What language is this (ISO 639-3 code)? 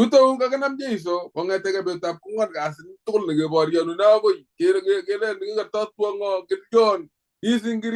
kln